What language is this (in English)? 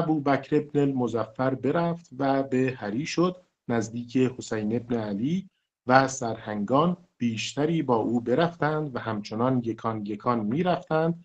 Persian